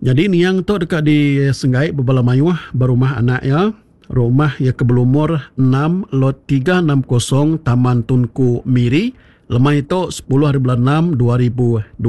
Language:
Iban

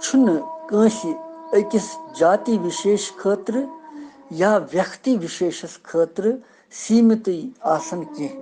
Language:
Kashmiri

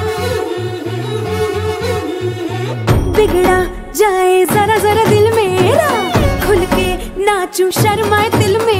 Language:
Hindi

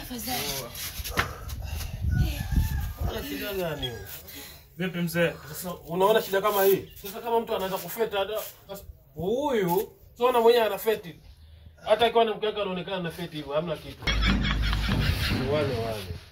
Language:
Swahili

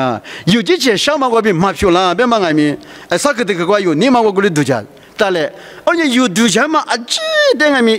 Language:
Lisu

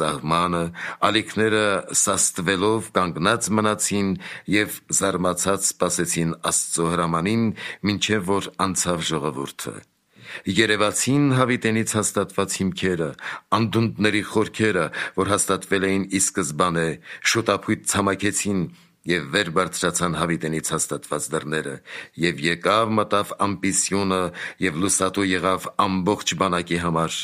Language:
Armenian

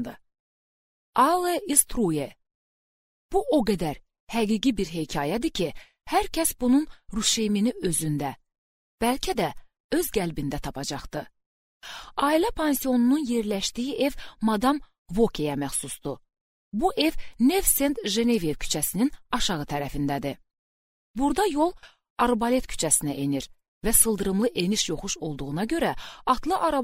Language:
Azerbaijani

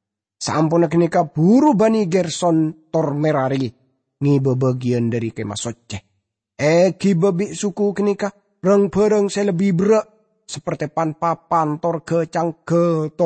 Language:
Madurese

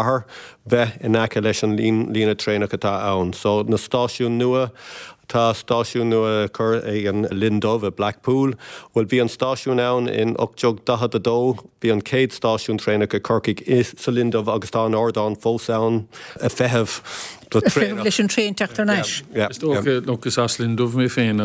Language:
Irish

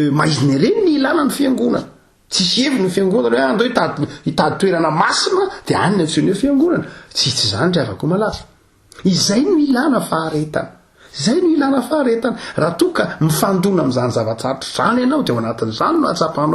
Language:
Malagasy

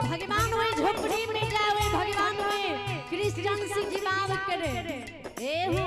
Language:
Maithili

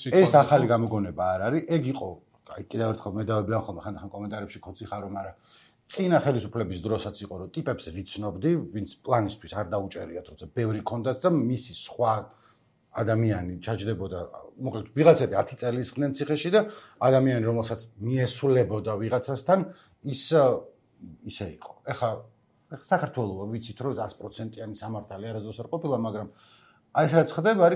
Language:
Georgian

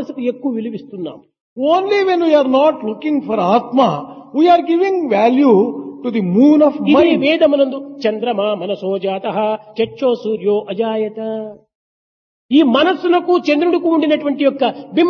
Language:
Telugu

